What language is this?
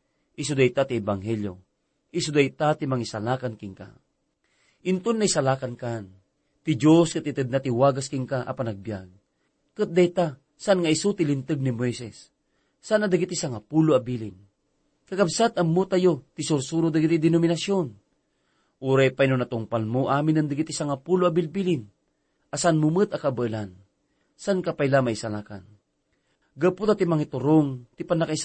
Iloko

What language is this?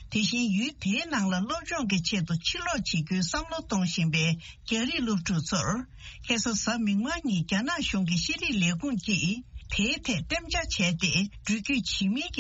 Tibetan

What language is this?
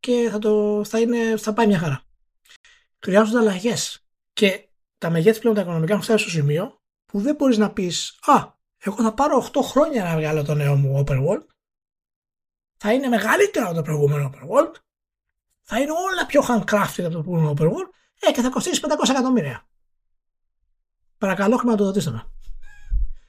Greek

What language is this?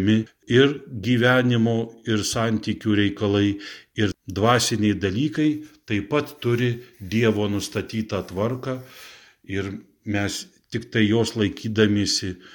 Lithuanian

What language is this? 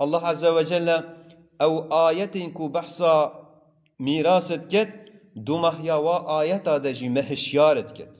Kurdish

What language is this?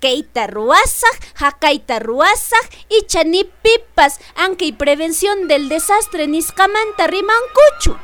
South Bolivian Quechua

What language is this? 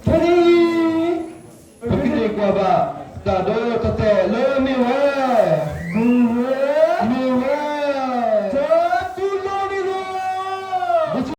S'gaw Karen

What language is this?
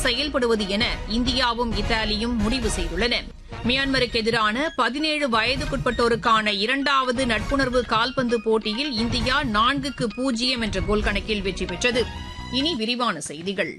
Tamil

